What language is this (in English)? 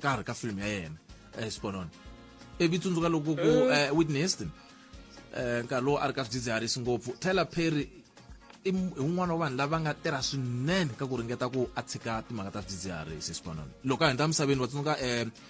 Tsonga